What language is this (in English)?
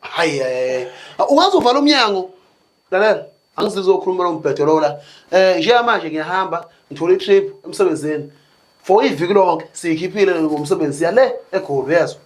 Zulu